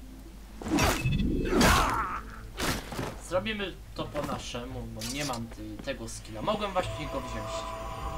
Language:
Polish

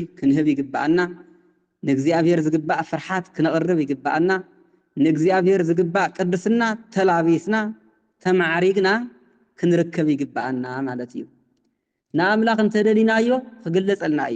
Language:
Tigrinya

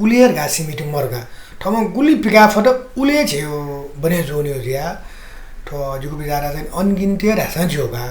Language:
Newari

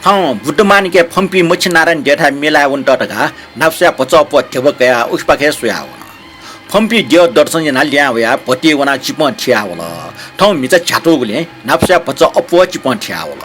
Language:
Newari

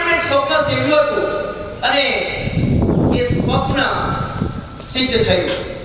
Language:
Gujarati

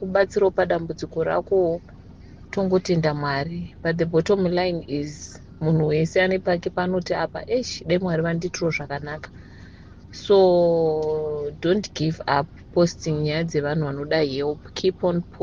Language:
Shona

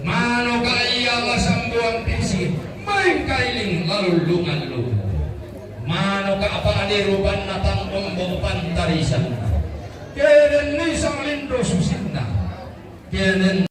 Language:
Toraja-Sa'dan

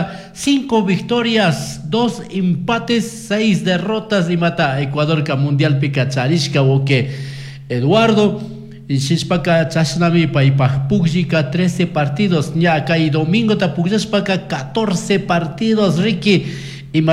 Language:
Chimborazo Highland Quichua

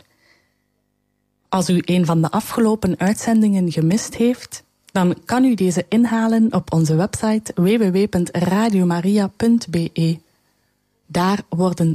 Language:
Dutch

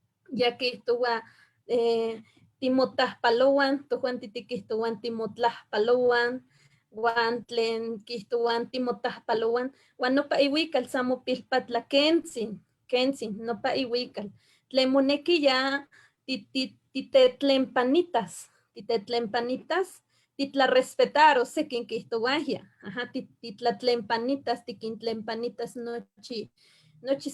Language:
Eastern Huasteca Nahuatl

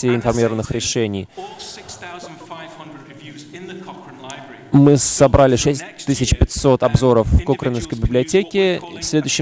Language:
Russian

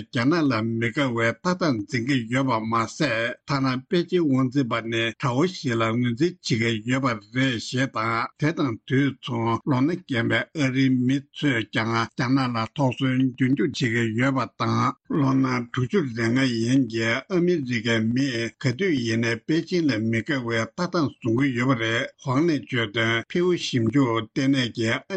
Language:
Tibetan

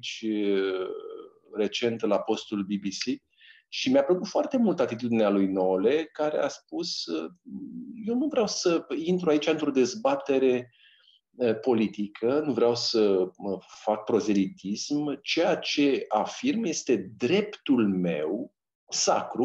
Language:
Romanian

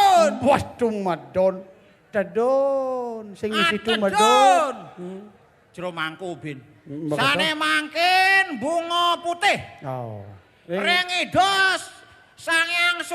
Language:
Balinese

